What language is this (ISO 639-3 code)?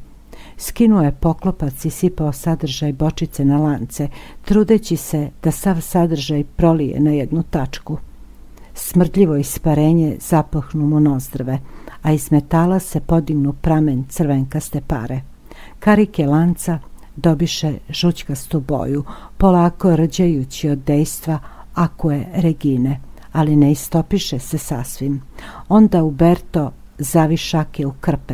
srp